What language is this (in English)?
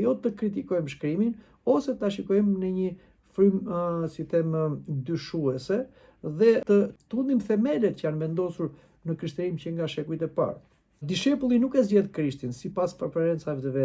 Albanian